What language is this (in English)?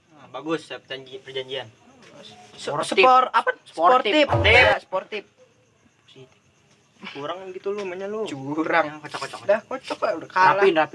Betawi